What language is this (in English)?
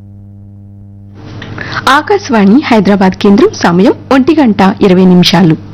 Telugu